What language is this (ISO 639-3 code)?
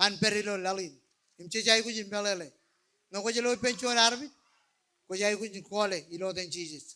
mah